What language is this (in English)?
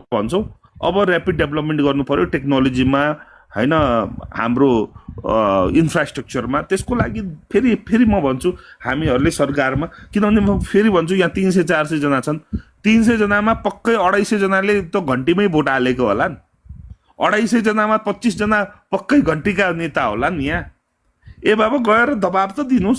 Nepali